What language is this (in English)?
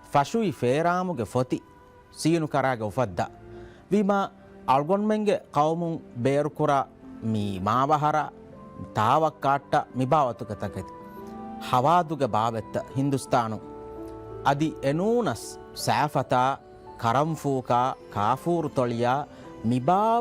Divehi